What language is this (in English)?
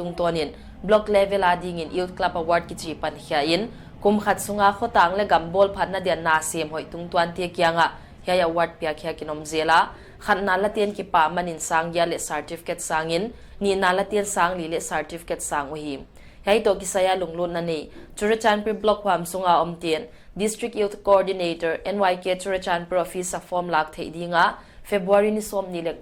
Paite Chin